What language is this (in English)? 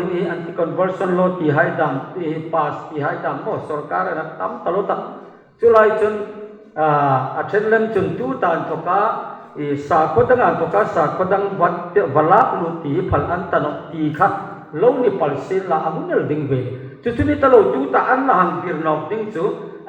Hmar